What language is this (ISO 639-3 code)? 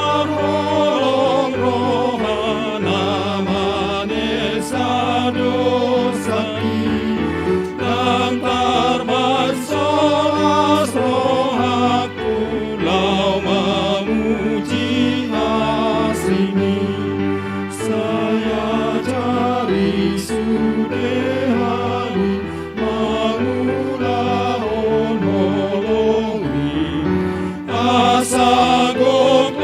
bbc